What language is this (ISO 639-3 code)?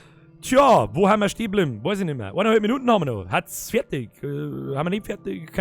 bar